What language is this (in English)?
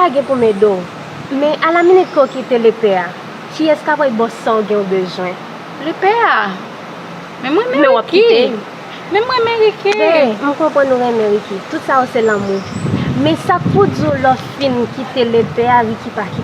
Haitian Creole